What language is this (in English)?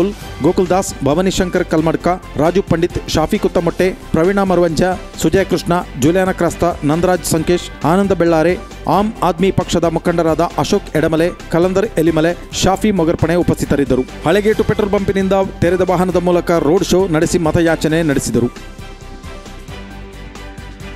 Kannada